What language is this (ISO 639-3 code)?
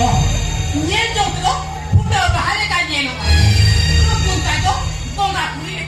sat